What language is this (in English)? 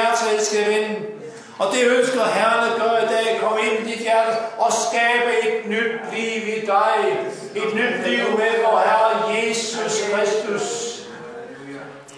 Danish